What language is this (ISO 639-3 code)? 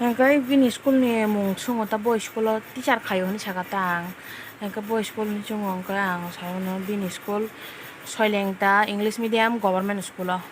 trp